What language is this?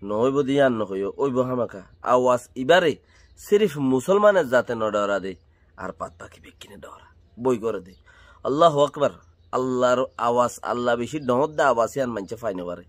Rohingya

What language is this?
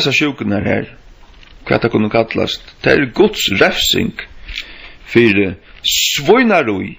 Faroese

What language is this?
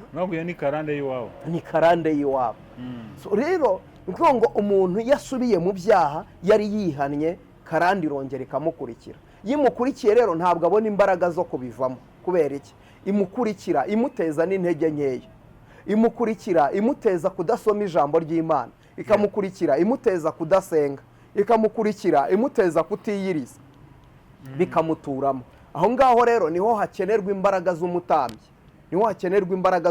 Kinyarwanda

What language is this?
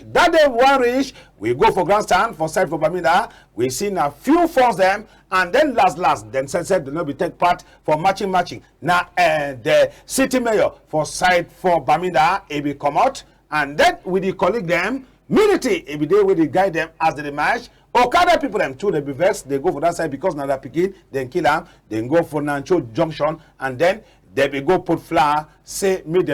Cameroon Pidgin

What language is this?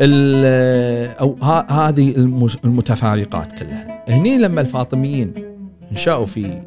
Gulf Arabic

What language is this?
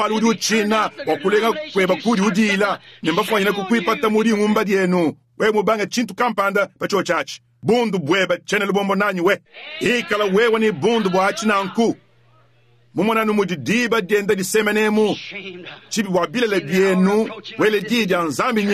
Luba-Lulua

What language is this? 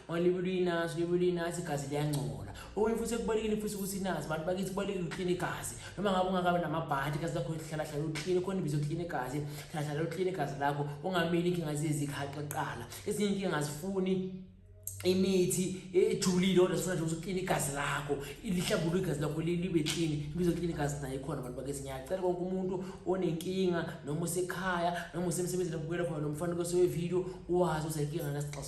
Zulu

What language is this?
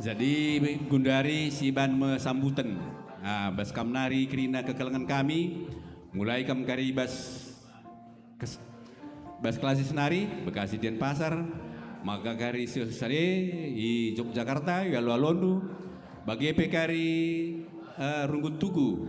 Batak Karo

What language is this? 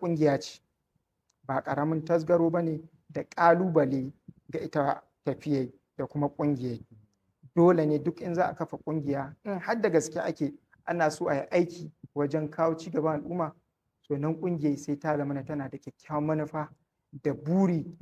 Hausa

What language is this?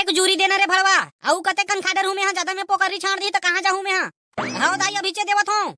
Chhattisgarhi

